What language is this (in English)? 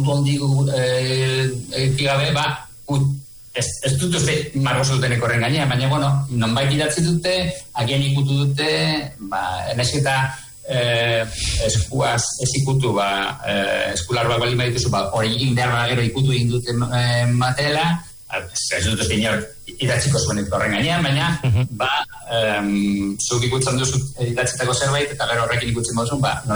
Basque